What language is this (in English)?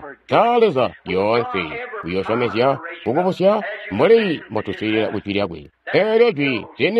Tonga (Zambia)